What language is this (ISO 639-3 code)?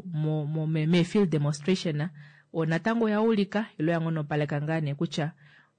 kua